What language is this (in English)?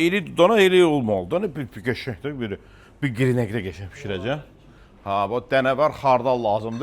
Azerbaijani